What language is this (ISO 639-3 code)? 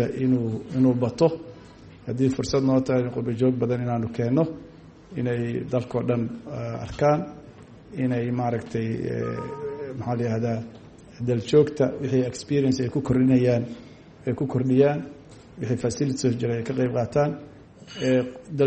som